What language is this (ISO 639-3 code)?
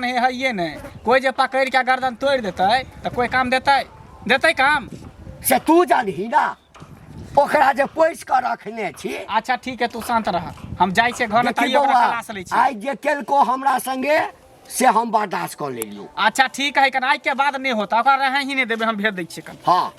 mai